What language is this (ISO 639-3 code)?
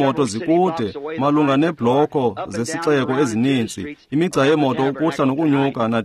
xho